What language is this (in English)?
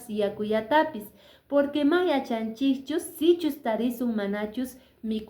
Quechua